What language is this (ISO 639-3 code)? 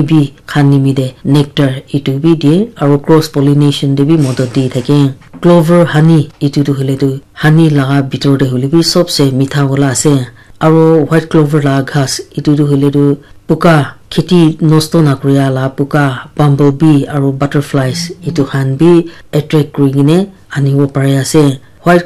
nag